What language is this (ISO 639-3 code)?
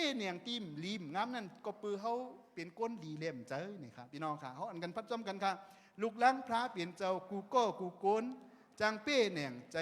shn